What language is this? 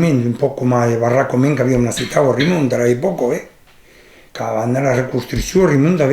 Occitan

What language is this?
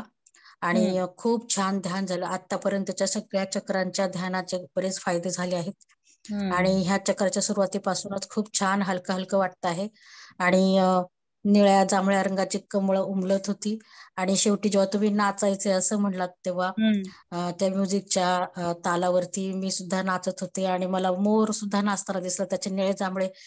Marathi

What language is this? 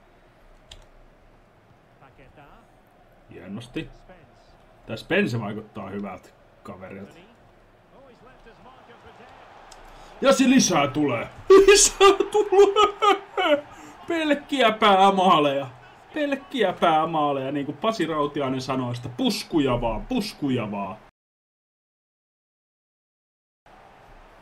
Finnish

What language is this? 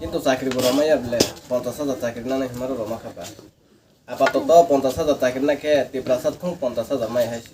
Kok Borok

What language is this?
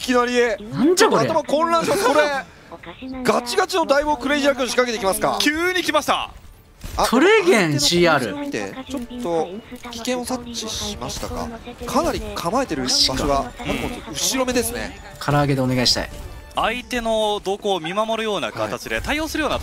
Japanese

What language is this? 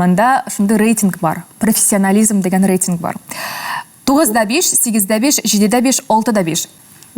Tatar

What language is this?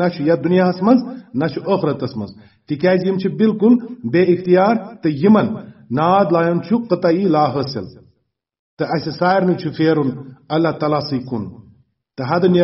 Kashmiri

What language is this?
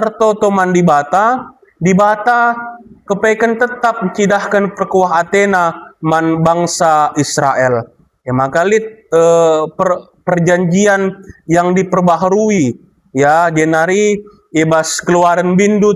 Batak Karo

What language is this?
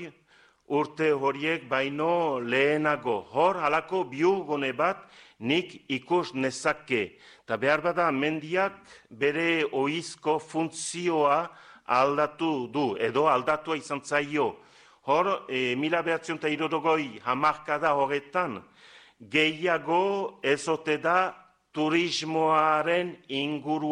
Basque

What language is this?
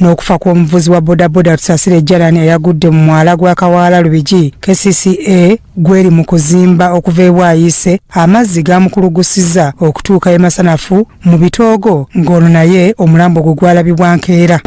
Ganda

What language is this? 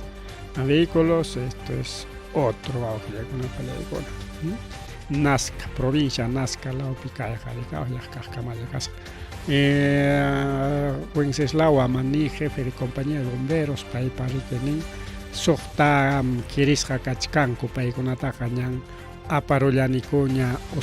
Ayacucho Quechua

